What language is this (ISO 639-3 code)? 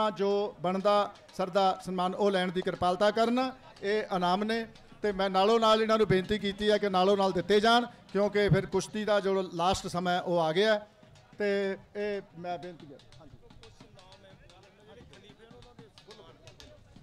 pan